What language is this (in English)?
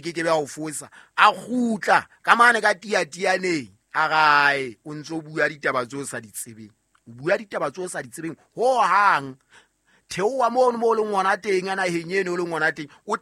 Southern Sotho